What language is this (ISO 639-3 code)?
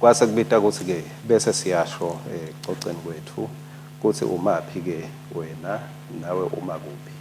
ssw